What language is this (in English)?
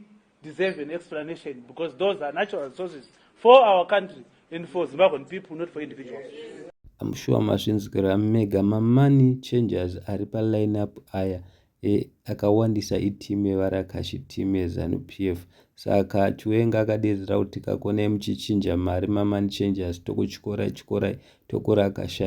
Shona